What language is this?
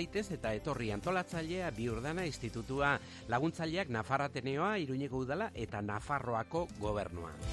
Basque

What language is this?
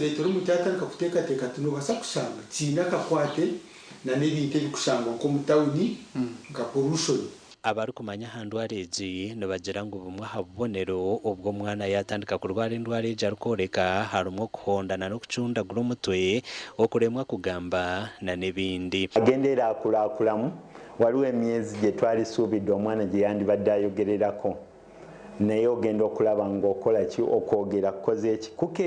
Nyankole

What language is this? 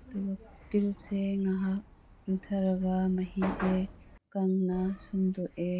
Manipuri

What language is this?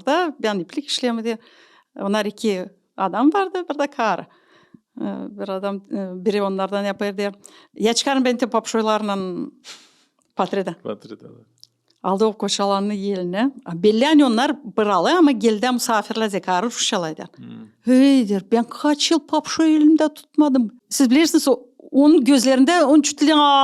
Gagauz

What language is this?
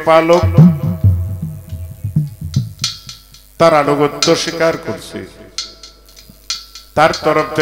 Bangla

